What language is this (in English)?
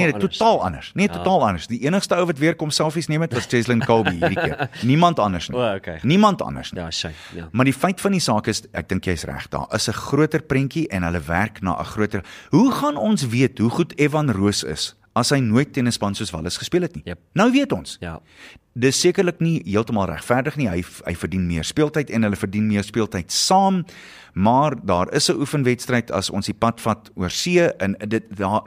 Afrikaans